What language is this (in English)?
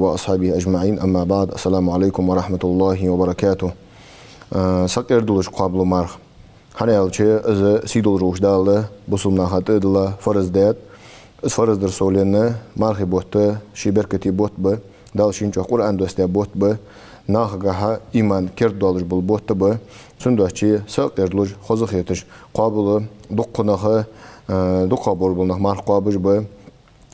Ingush